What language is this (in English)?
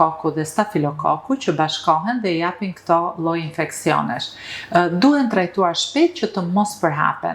Albanian